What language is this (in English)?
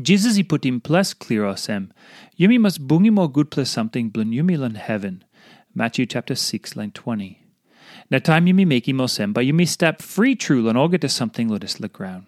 Tok Pisin